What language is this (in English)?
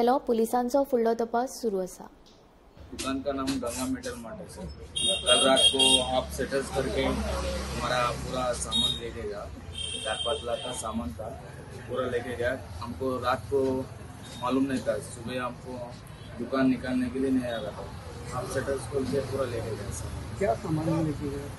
Konkani